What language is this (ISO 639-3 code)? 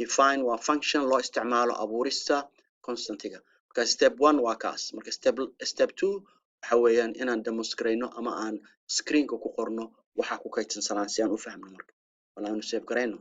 som